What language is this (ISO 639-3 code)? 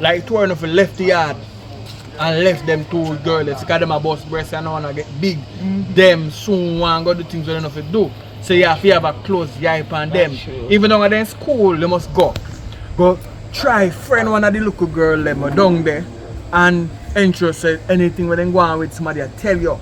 jam